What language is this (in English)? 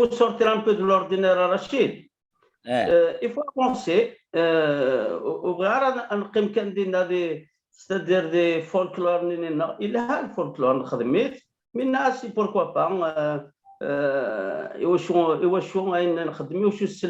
Kabyle